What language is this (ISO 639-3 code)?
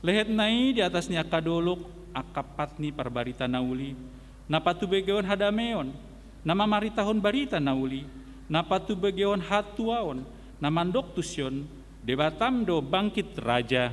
bbc